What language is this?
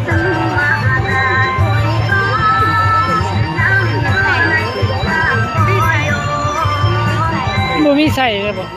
Lao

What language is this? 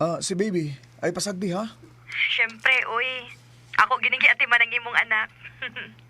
Cebuano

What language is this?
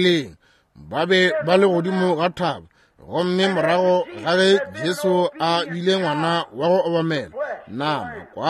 Northern Sotho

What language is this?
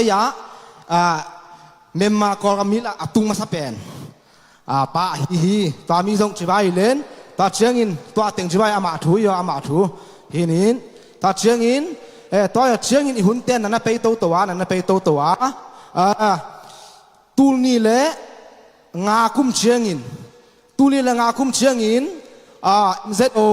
Tedim Chin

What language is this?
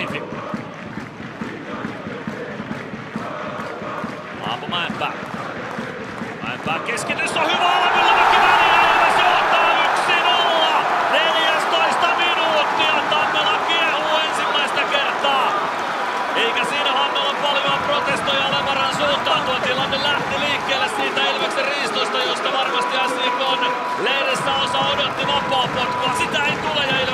Finnish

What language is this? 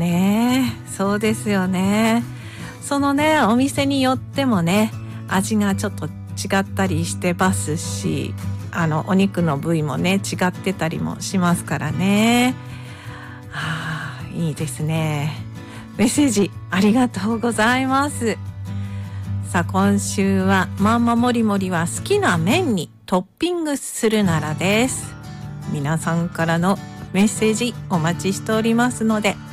Japanese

